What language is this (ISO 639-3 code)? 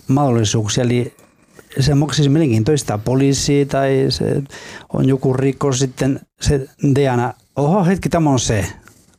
fin